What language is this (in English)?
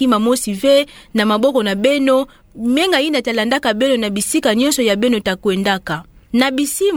Kituba (Democratic Republic of Congo)